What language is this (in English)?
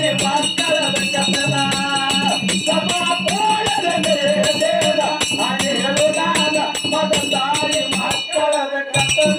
Kannada